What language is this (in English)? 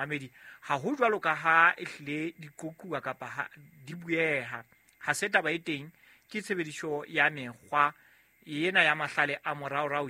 Southern Sotho